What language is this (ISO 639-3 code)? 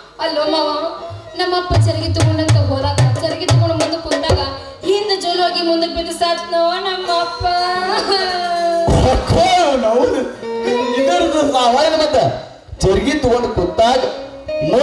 kan